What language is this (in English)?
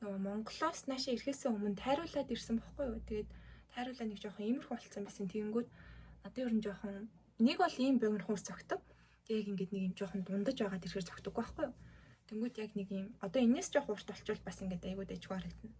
Mongolian